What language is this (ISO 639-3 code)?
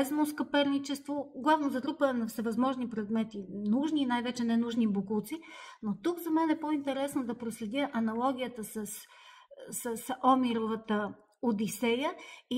bul